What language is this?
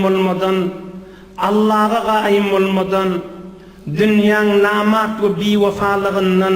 Turkmen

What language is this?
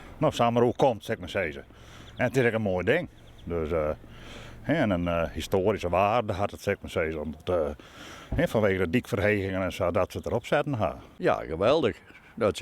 Western Frisian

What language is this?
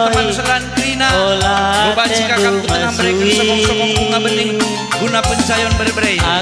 Batak Karo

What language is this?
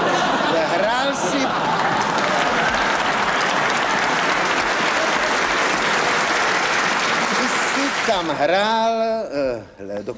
Czech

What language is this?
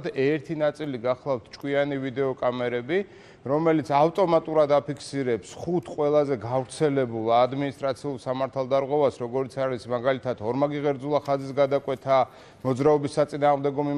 Georgian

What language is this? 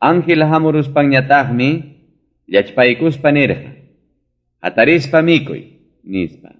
Ayacucho Quechua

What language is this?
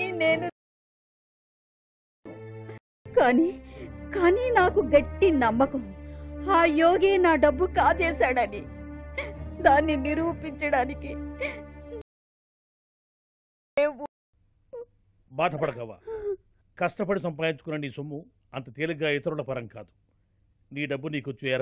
Telugu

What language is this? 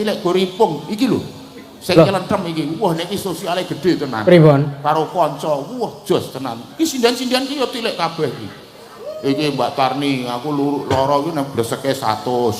Javanese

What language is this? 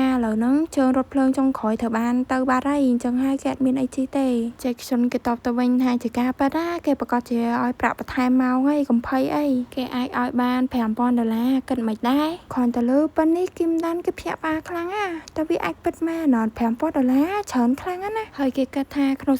Khmer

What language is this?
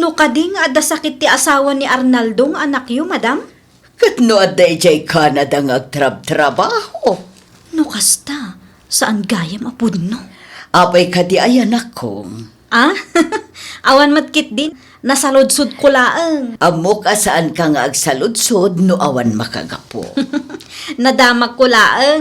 Iloko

